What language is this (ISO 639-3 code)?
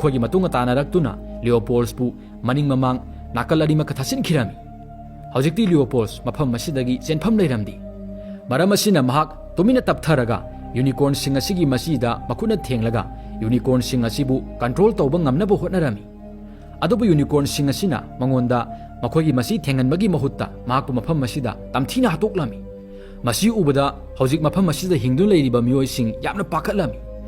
mni